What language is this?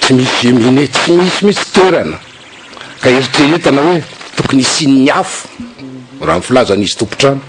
Malagasy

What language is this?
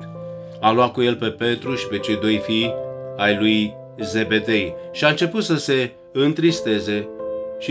Romanian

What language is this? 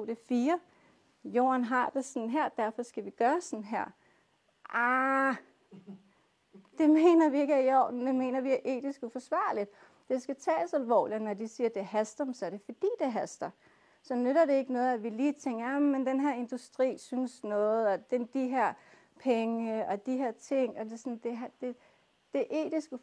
Danish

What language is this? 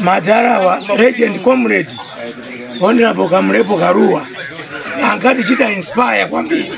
Nyanja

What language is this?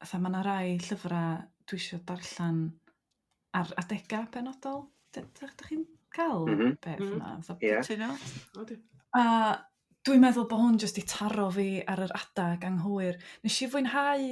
Welsh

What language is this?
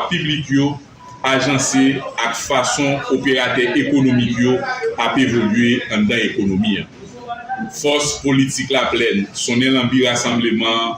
Haitian Creole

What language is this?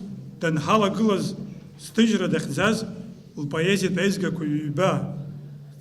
Abkhazian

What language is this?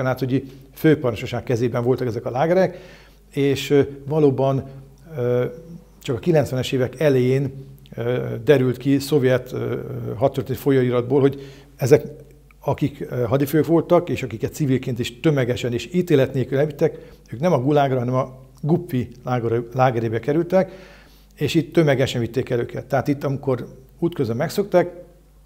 Hungarian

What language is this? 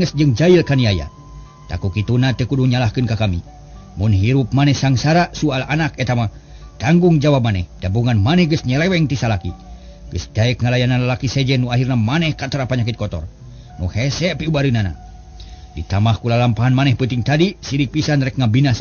Sundanese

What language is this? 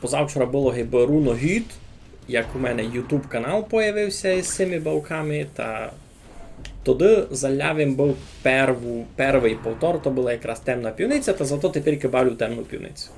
Rusyn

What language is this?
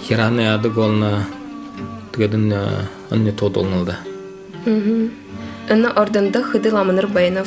Buriat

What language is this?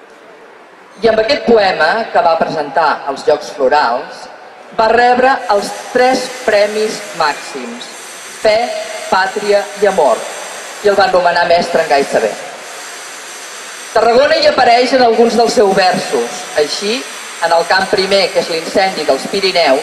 Catalan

